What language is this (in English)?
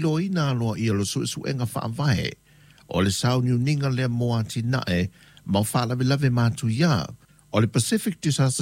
Samoan